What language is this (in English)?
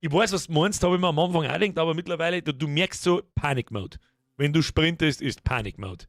Bavarian